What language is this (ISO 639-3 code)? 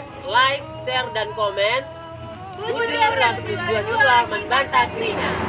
btx